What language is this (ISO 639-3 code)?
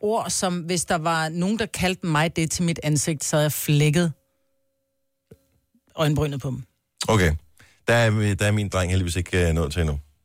dan